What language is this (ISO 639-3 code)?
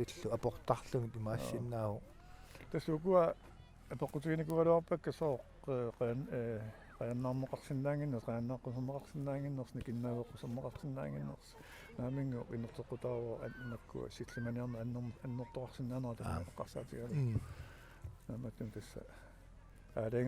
kal